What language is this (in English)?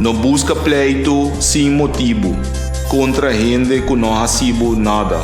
Papiamento